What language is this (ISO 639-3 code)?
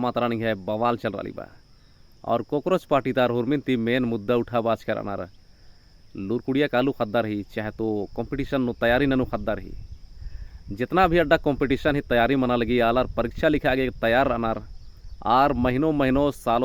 kru